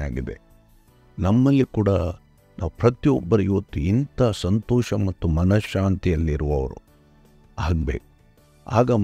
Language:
Kannada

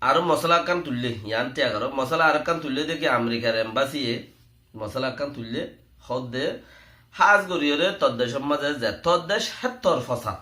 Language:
Rohingya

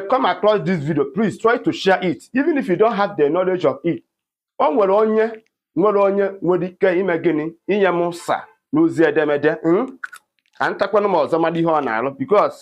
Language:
Igbo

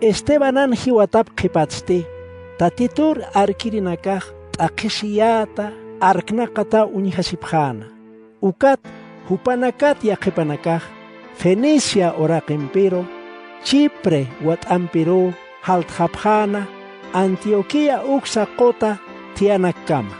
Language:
Aymara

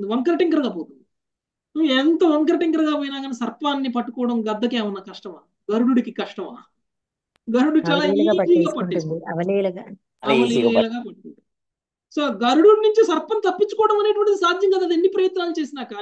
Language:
Telugu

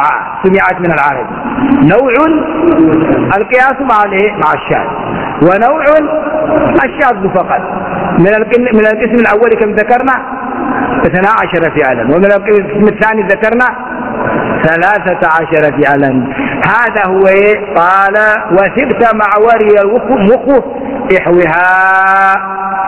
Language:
Arabic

